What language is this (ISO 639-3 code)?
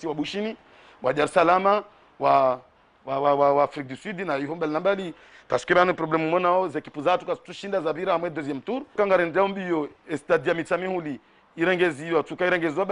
zdj